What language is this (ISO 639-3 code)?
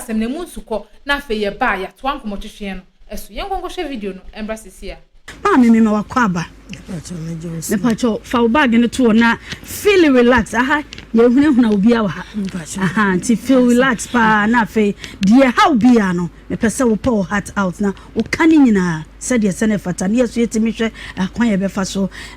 aka